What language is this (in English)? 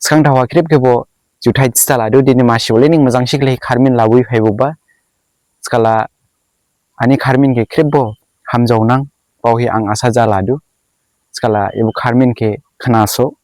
Dimasa